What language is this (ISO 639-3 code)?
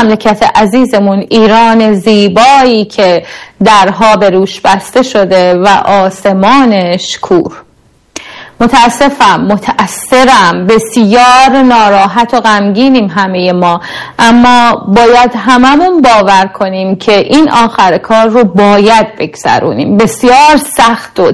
fas